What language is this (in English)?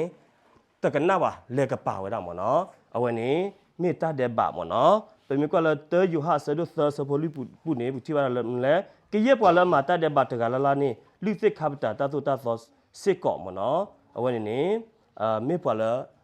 S'gaw Karen